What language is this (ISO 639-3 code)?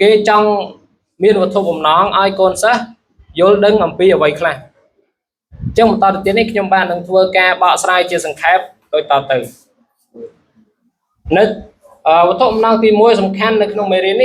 khm